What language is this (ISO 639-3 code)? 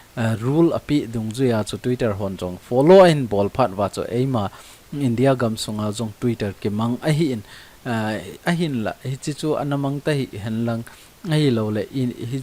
tcz